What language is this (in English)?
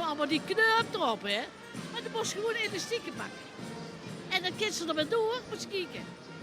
Limburgish